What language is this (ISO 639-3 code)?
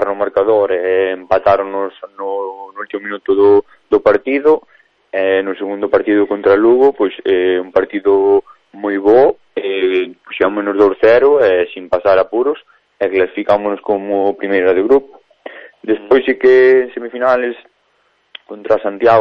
glg